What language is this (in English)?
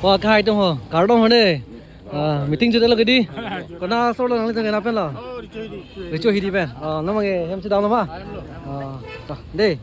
Karbi